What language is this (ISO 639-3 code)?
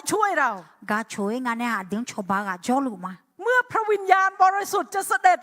ahk